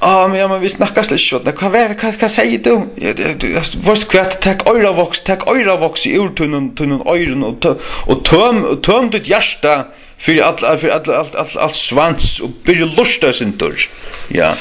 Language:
Faroese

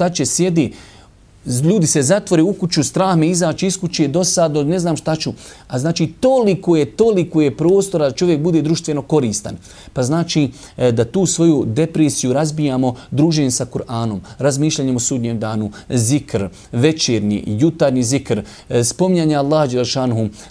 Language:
Bosnian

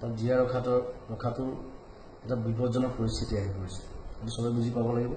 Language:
Assamese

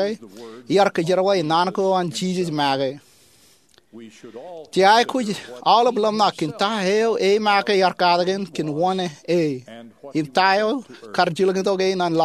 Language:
Marshallese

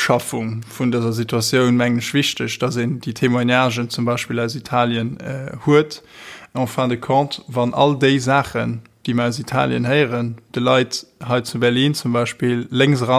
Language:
Luxembourgish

